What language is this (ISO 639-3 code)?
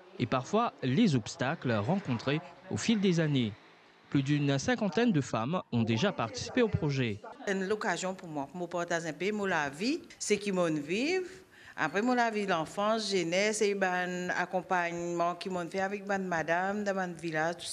mfe